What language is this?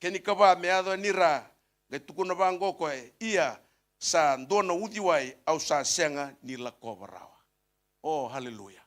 Fijian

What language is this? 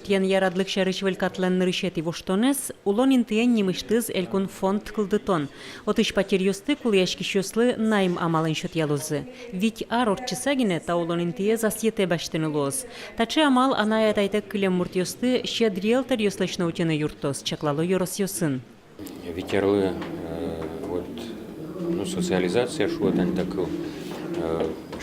Udmurt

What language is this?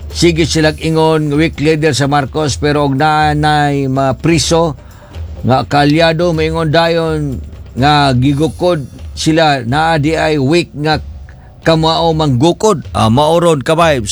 Cebuano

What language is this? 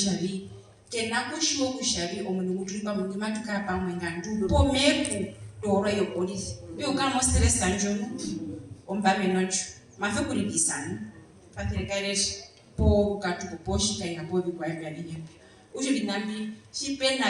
Herero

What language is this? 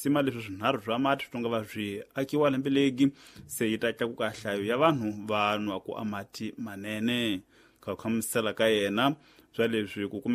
Tsonga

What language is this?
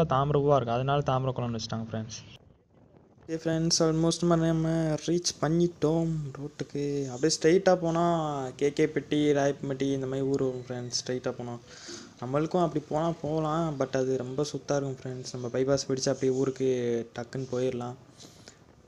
Tamil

